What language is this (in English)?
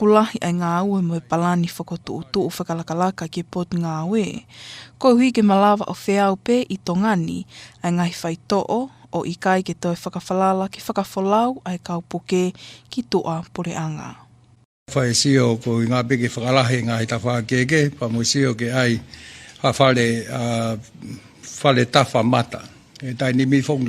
Tongan